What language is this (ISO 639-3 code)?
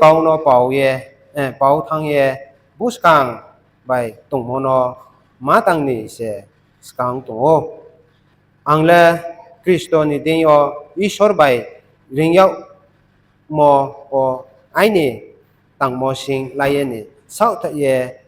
ria